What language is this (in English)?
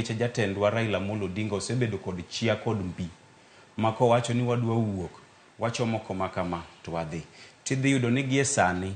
Luo (Kenya and Tanzania)